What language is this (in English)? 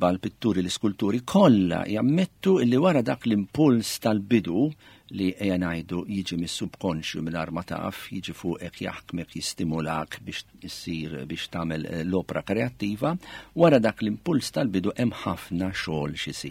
Maltese